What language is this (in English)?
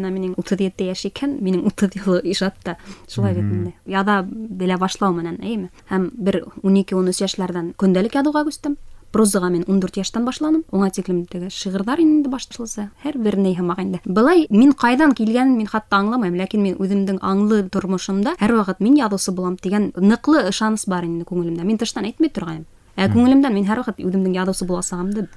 Bashkir